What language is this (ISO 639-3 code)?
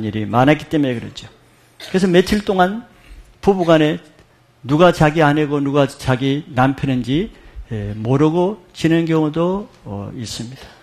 kor